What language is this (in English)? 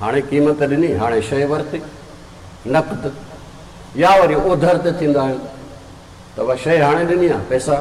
Sindhi